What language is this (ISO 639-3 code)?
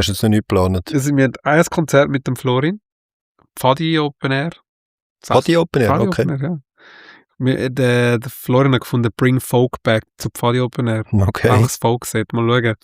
gsw